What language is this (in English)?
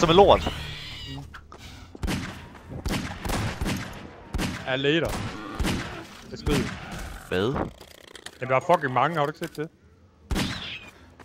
Danish